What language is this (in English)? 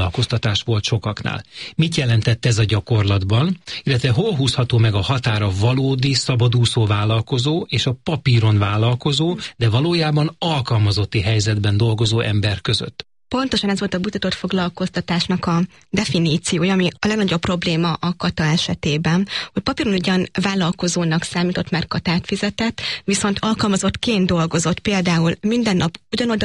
Hungarian